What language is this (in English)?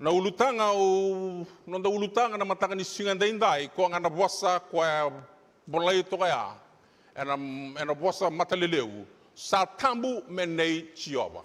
Fijian